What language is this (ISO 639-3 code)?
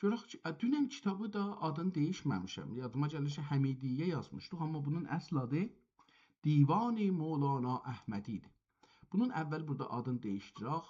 azb